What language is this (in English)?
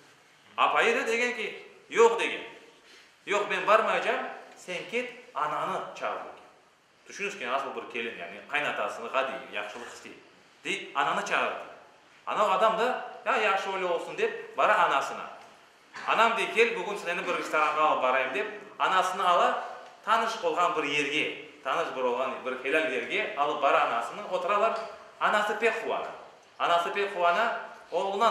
Crimean Tatar